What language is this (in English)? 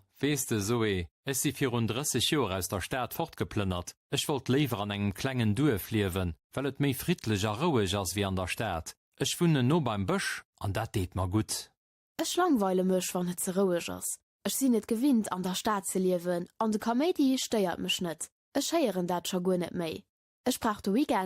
Luxembourgish